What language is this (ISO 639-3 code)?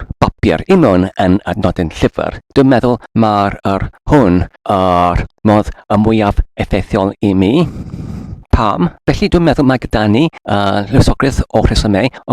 cym